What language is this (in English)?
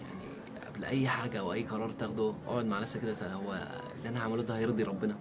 Egyptian Arabic